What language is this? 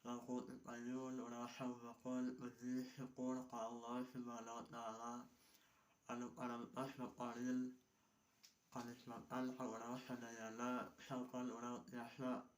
Sundanese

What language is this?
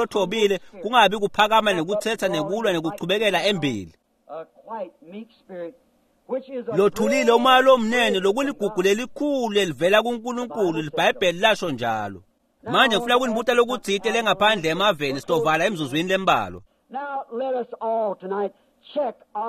Swati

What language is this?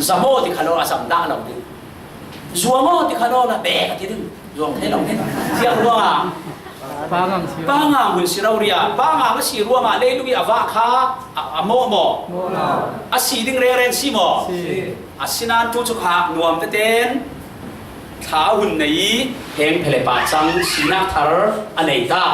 Falam Chin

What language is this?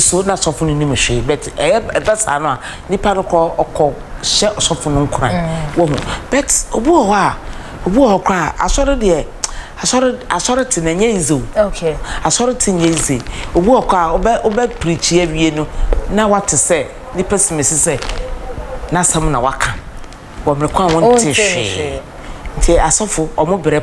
Akan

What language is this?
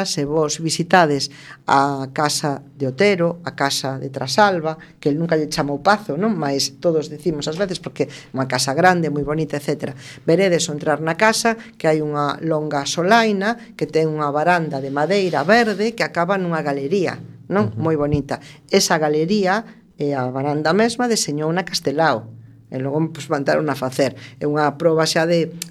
Galician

